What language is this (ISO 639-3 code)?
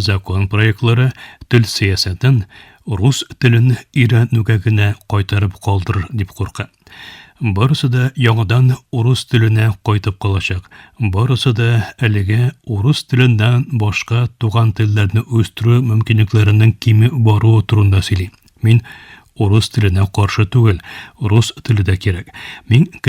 tat